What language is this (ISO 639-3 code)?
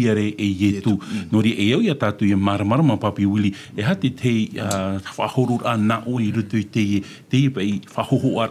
tah